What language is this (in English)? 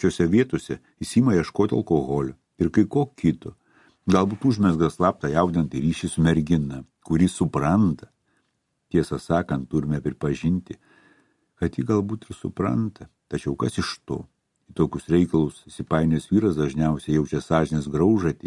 Lithuanian